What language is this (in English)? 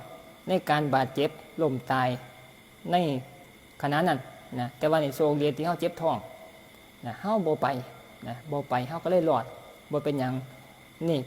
Northeastern Thai